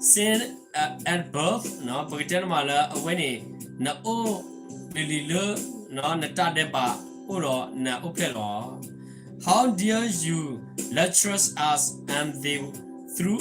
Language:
S'gaw Karen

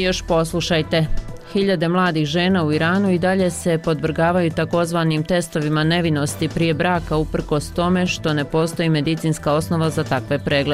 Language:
Bosnian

